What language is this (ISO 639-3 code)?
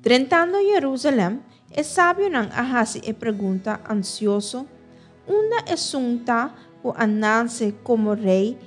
pap